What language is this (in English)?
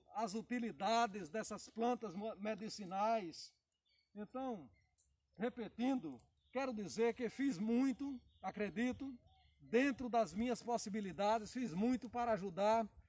Portuguese